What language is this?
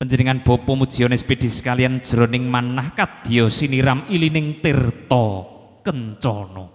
Javanese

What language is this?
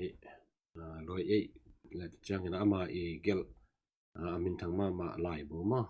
Tedim Chin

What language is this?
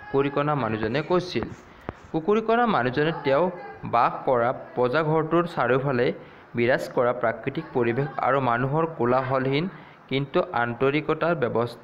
Assamese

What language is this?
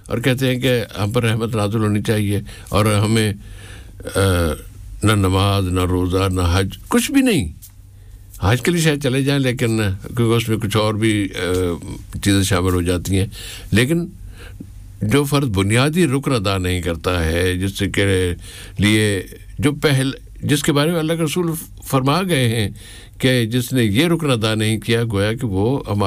Urdu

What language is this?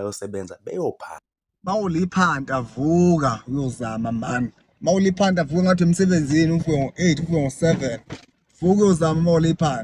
Zulu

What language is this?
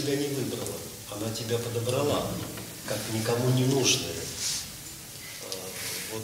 Russian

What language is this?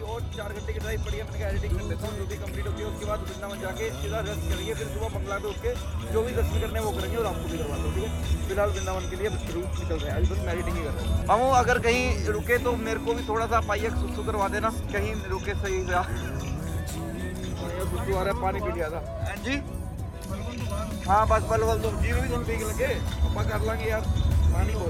Hindi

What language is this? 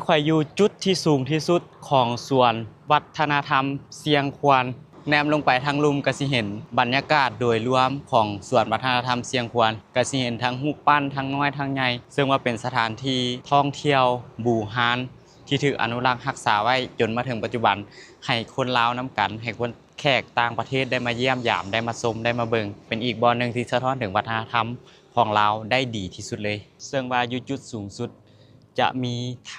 Lao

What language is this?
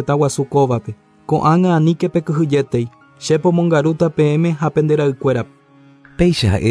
Guarani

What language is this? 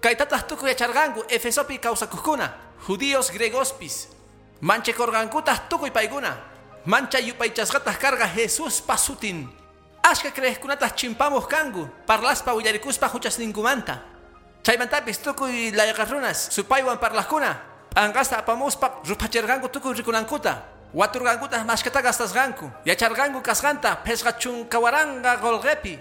Quechua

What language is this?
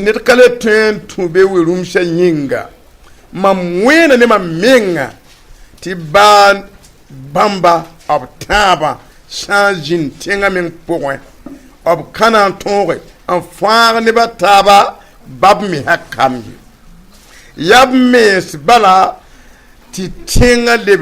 Mossi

